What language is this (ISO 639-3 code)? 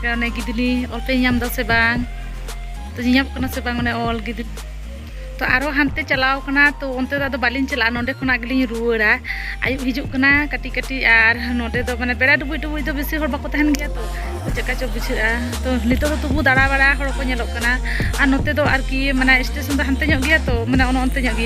sat